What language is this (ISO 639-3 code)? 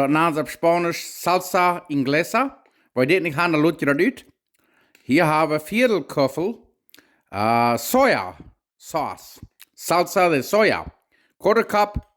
pdt